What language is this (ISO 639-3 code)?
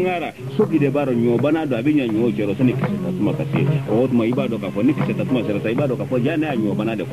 bam